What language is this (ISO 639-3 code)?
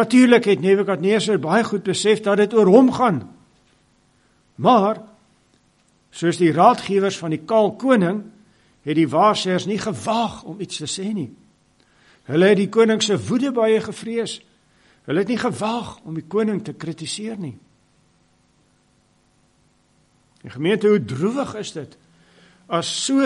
afr